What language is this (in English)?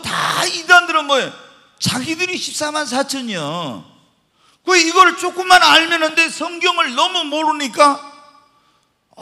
Korean